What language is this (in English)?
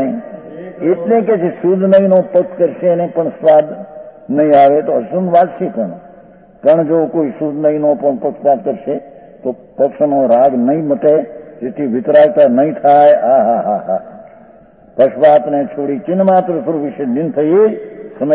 Gujarati